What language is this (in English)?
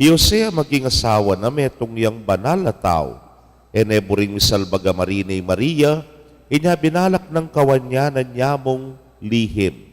Pampanga